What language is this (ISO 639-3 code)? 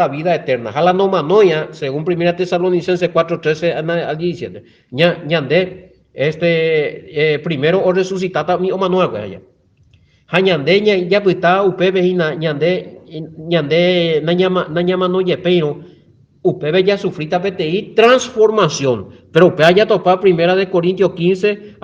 grn